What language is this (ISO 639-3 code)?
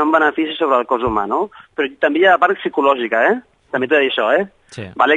cat